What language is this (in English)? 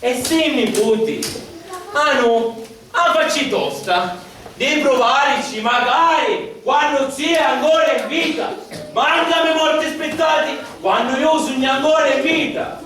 Sicilian